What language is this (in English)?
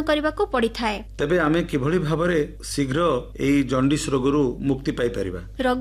Odia